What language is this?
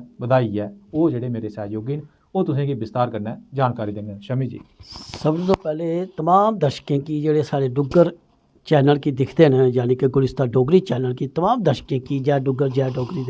Dogri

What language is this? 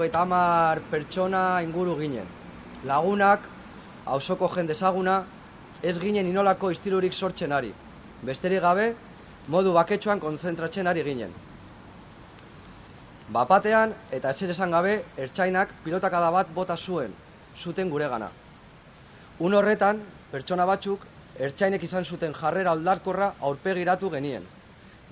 Basque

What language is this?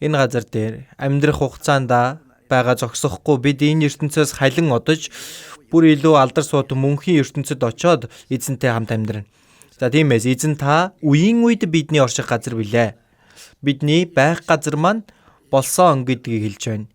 Mongolian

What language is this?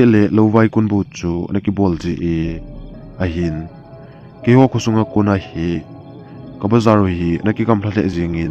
Thado Chin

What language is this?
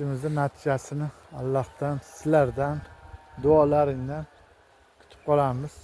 Uzbek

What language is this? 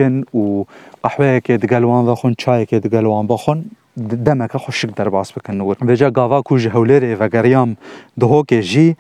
Kurdish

